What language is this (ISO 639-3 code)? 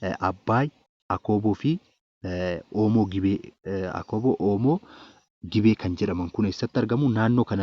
orm